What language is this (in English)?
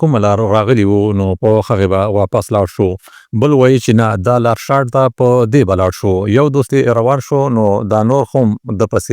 Pashto